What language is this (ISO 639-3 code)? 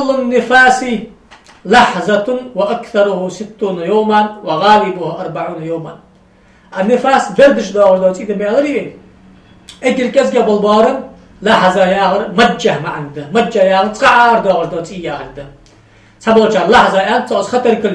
inh